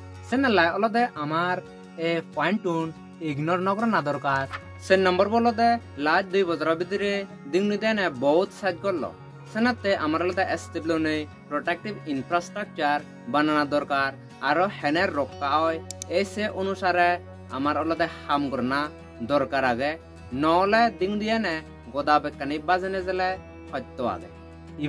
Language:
Chakma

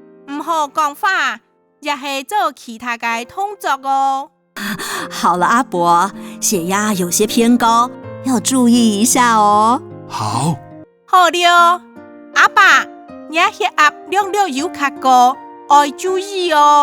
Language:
Hakka Chinese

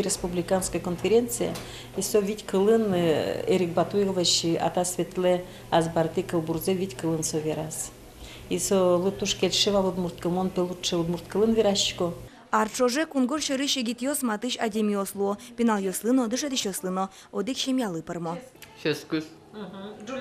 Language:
Udmurt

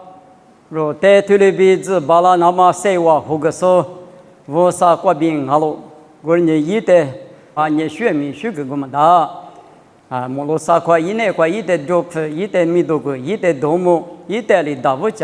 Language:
Lisu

